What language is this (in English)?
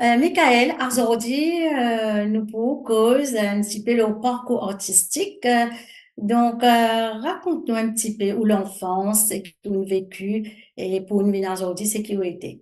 Morisyen